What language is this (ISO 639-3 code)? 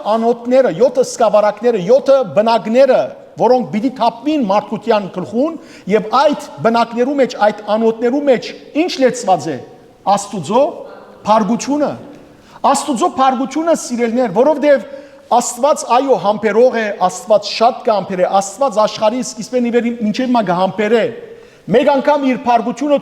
hyw